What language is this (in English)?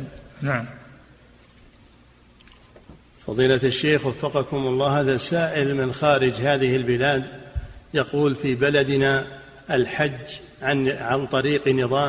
Arabic